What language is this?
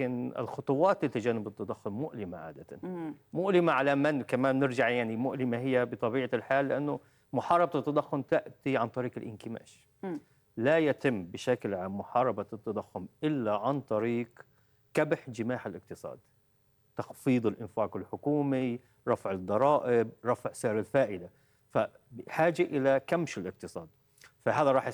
North Levantine Arabic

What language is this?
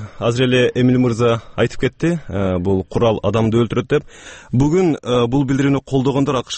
Kyrgyz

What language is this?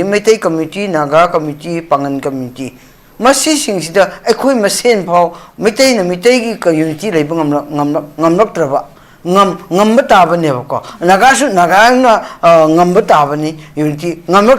Manipuri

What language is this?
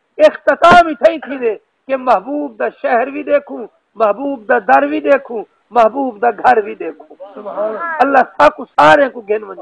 Saraiki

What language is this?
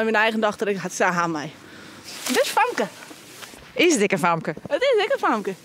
Western Frisian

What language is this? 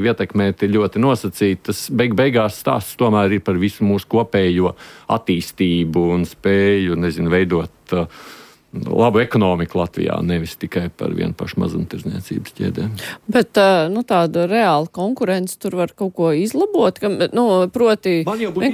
Latvian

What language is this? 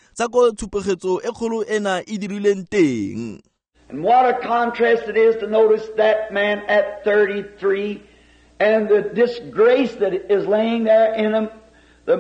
Tswana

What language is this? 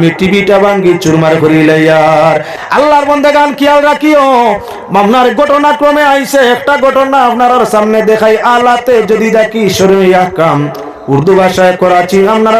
Sylheti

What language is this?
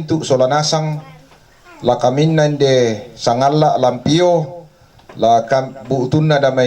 Toraja-Sa'dan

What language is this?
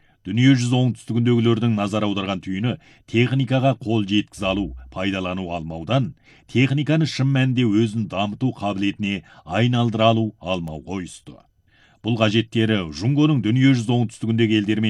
Kazakh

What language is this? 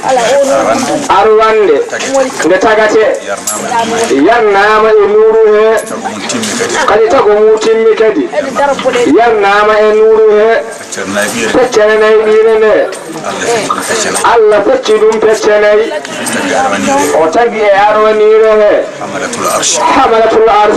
Fula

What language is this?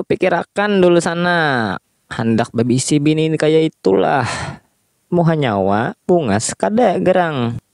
Banjar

